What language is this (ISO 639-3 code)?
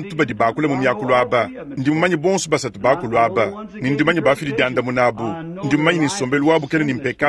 lua